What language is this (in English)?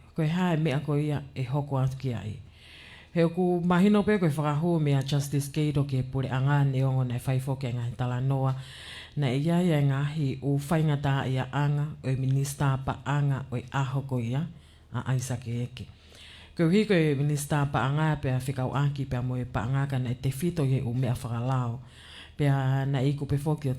Tongan